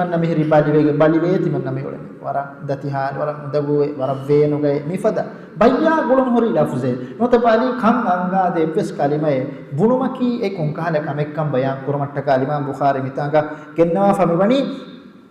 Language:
Divehi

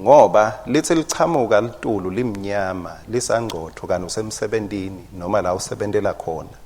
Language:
Swati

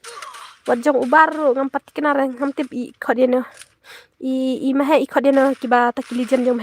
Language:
Khasi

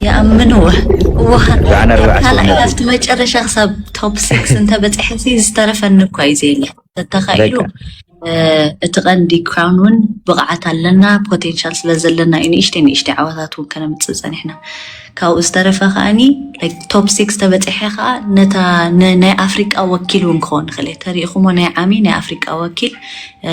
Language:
Tigrinya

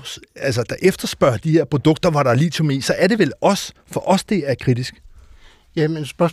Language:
Danish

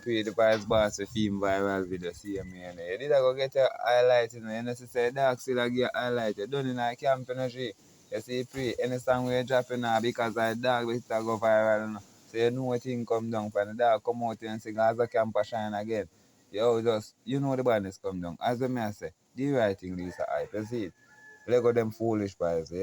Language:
Jamaican Creole English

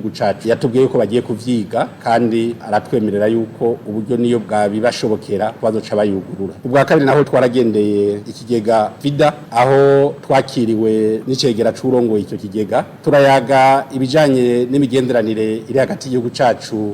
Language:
Rundi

